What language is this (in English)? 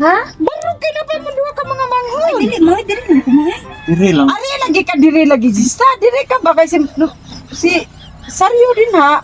Cebuano